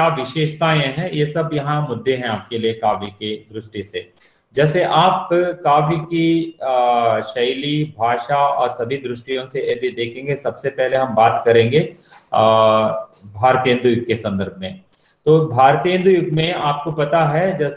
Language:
Hindi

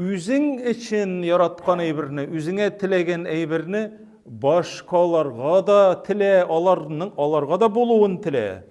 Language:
Tatar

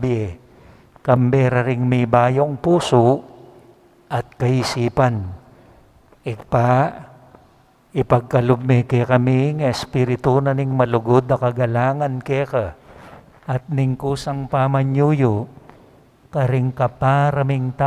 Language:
Pampanga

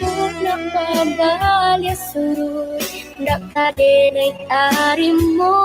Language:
Minangkabau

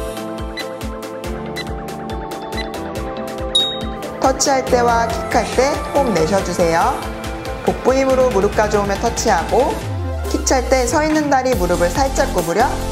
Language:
Korean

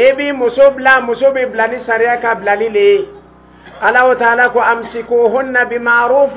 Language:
Dyula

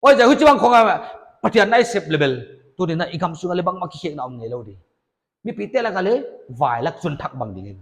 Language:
Paite Chin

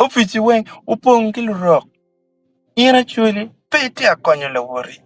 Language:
Acoli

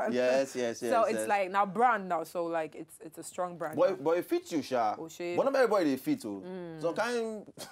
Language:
Nigerian Pidgin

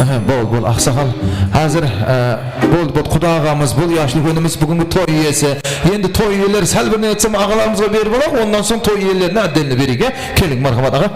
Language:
Kara-Kalpak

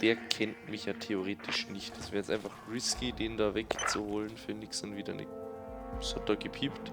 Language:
Bavarian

